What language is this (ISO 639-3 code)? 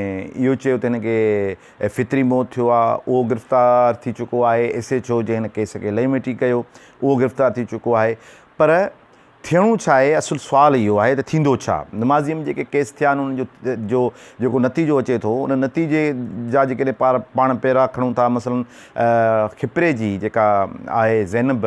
snd